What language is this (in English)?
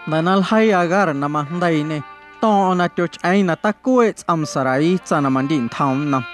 Guerrero Amuzgo